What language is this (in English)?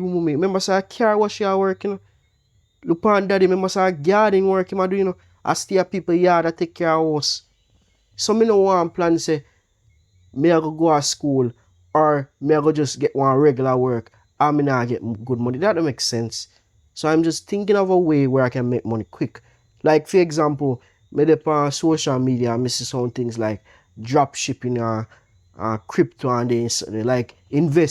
Jamaican Creole English